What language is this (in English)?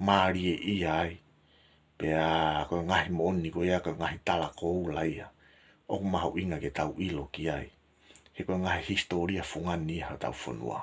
Tongan